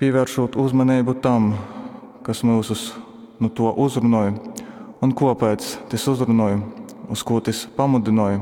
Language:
Latgalian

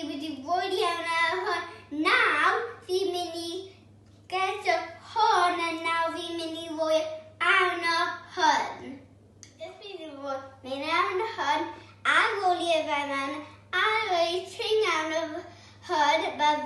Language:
Welsh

